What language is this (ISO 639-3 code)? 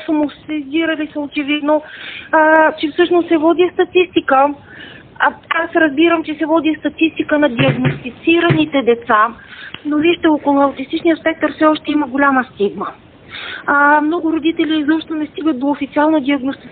bul